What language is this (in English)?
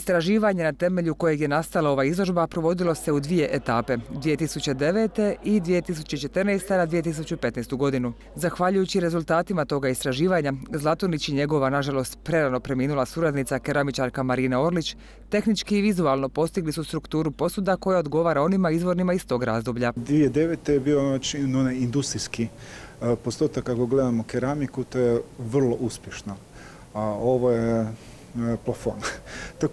Croatian